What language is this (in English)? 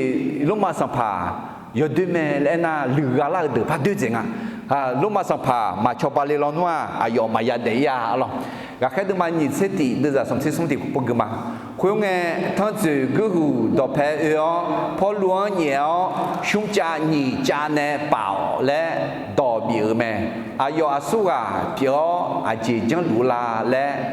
Akha